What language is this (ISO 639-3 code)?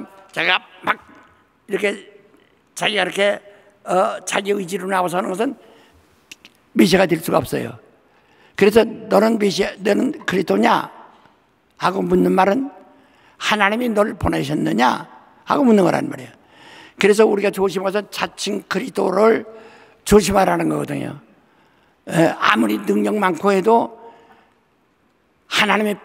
kor